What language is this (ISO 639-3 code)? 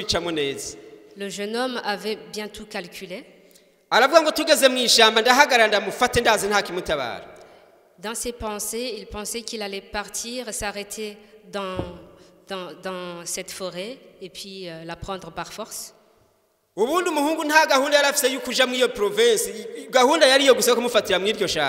run